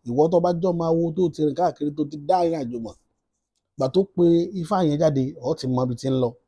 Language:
Yoruba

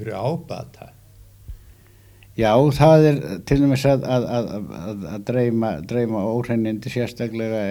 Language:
Icelandic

